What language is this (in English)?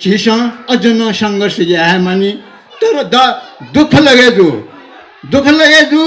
Newari